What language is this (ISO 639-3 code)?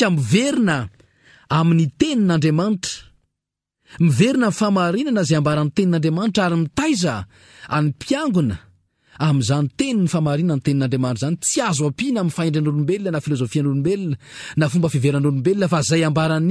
mlg